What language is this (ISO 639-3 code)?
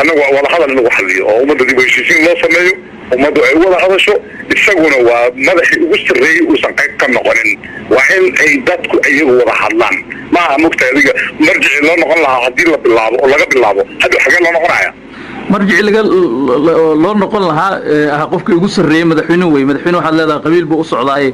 som